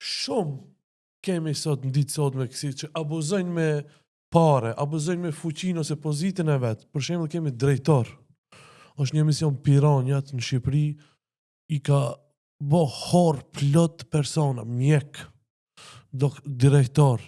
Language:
Albanian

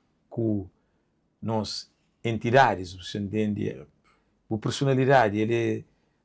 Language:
Kabuverdianu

